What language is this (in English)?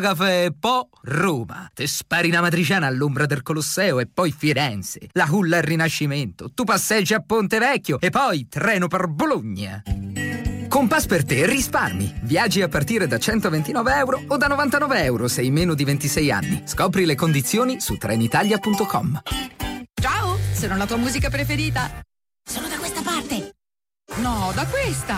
Italian